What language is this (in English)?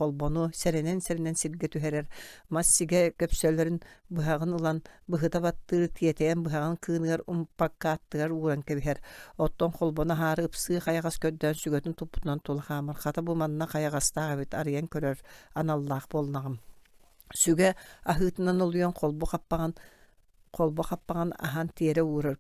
Yakut